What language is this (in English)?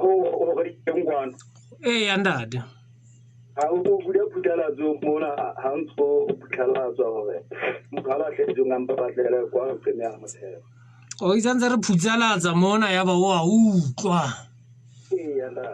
Southern Sotho